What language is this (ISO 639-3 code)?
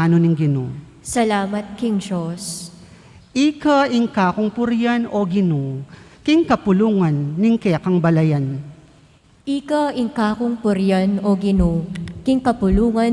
pam